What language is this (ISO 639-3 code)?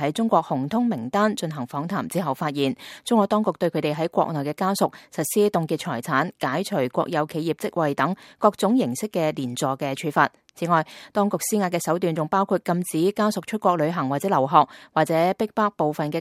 yue